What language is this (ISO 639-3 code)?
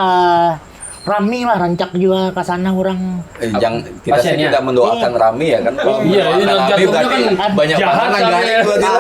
bjn